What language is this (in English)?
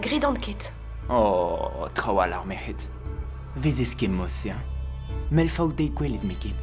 Breton